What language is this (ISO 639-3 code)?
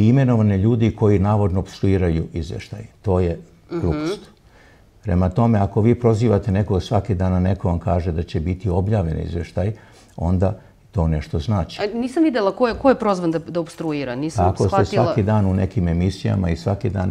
srp